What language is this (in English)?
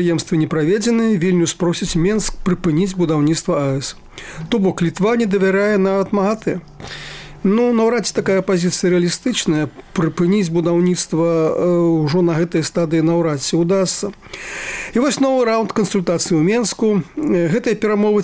Belarusian